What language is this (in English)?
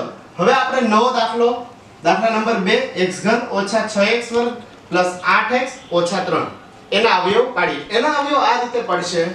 Gujarati